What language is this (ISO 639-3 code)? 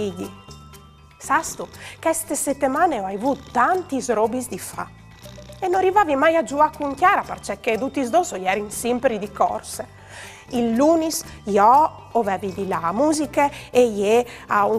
fur